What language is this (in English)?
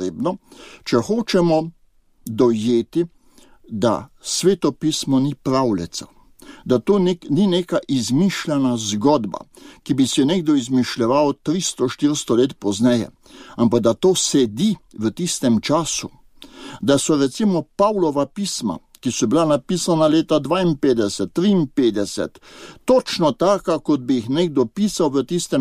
Slovenian